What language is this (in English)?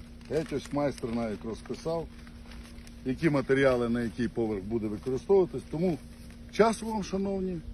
Ukrainian